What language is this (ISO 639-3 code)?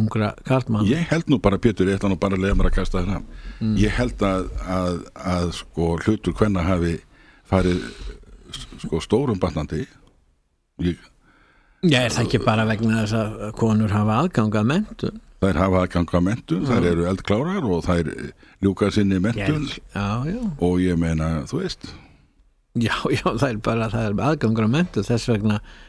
isl